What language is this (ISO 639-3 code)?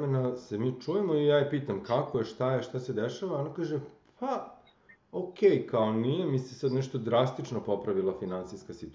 srp